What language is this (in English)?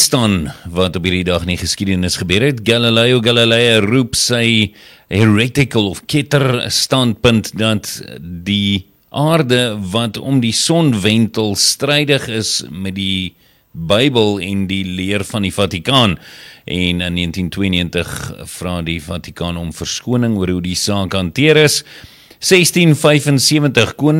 Afrikaans